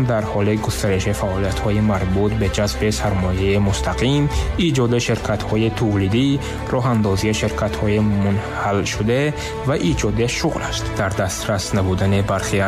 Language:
Persian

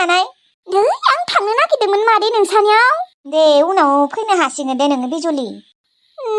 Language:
Bodo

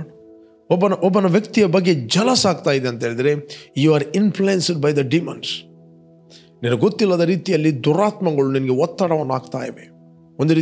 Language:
Kannada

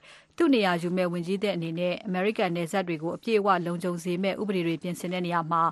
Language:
Burmese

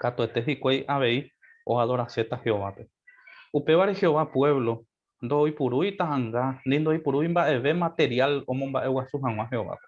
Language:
Guarani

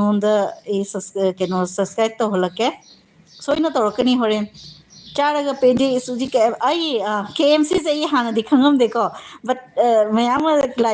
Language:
Manipuri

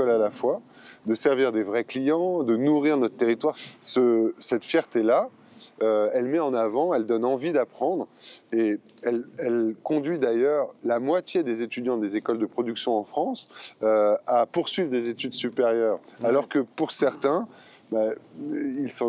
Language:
French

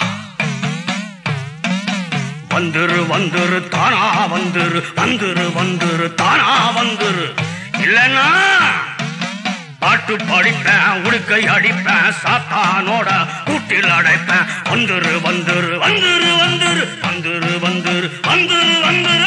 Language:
Tamil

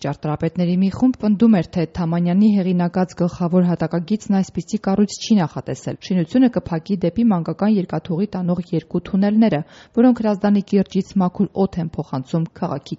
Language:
Armenian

